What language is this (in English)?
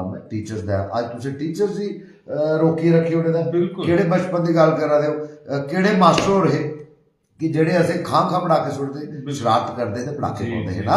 Dogri